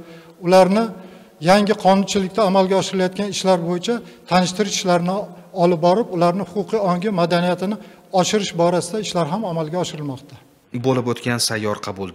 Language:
Uzbek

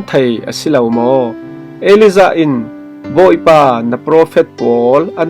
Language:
Falam Chin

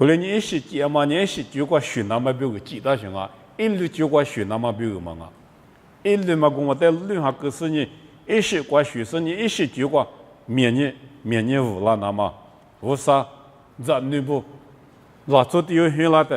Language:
Lisu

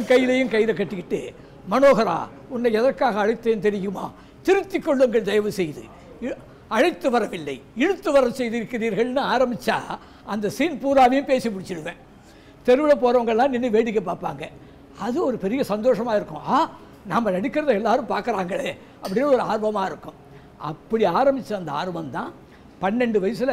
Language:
Tamil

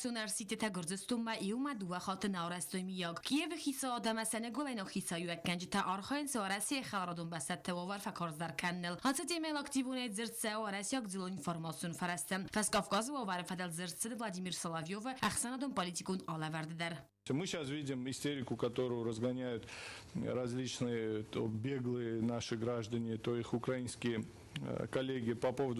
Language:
Ossetic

